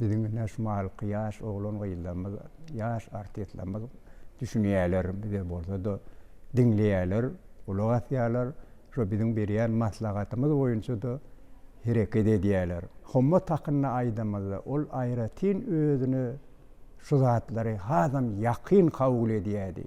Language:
Turkmen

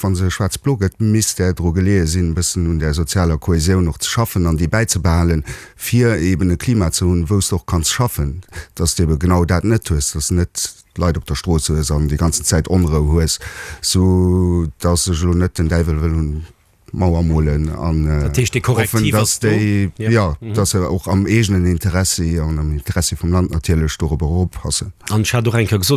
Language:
Luxembourgish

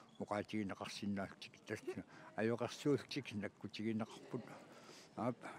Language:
Kalaallisut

